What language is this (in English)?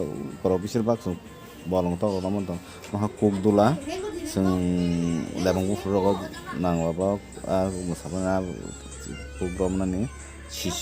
Kok Borok